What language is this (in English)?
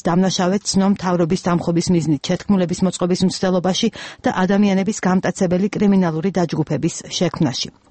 Georgian